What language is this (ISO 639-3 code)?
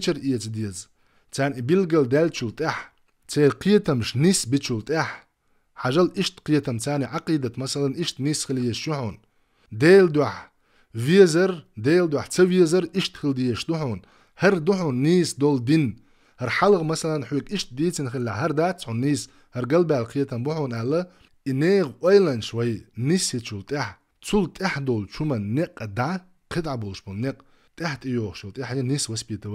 che